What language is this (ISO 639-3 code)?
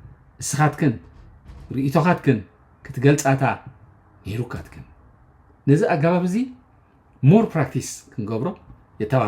tir